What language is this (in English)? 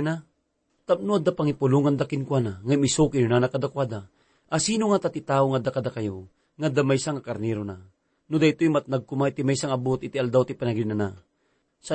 Iloko